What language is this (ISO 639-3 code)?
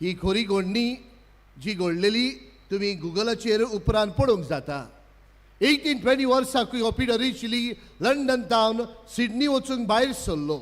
kok